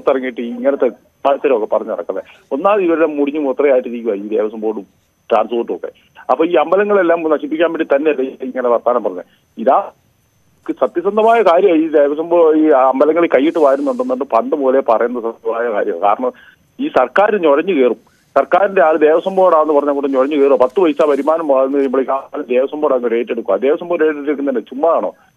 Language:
Malayalam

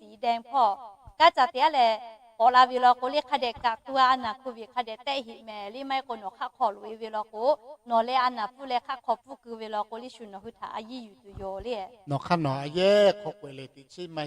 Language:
Lahu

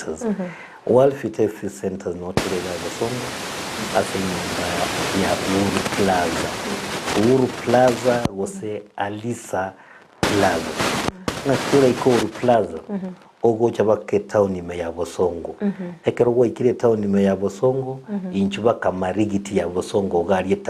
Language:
Gusii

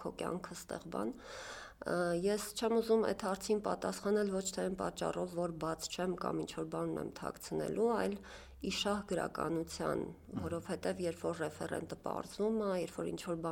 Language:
Armenian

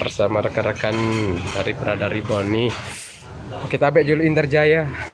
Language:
Sasak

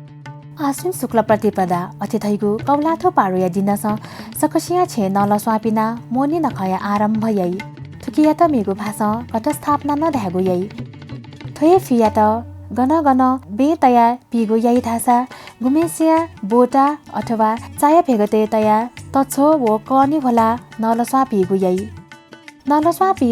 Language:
Newari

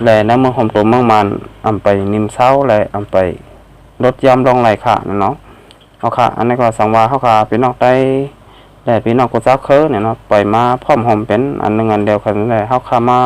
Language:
Shan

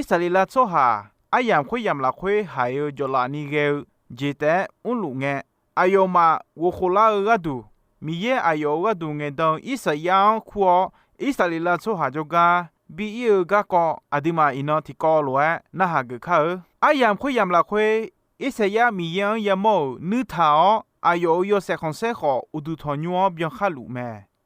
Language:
Akha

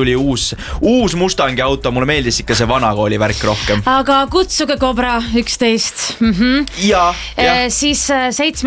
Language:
Estonian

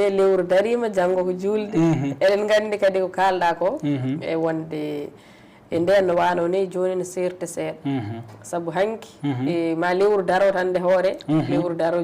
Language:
Fula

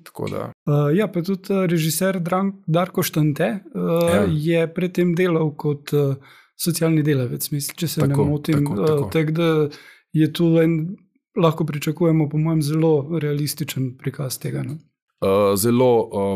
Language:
Slovenian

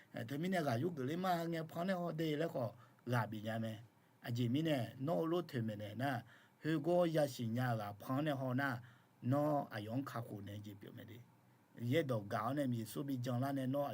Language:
Akha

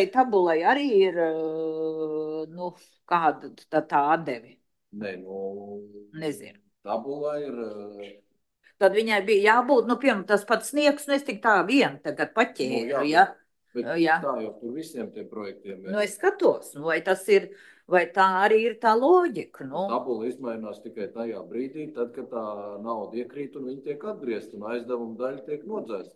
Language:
Latvian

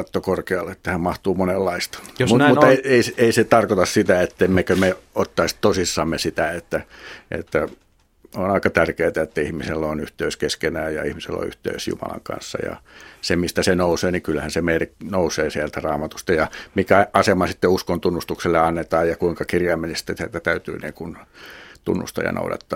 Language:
Finnish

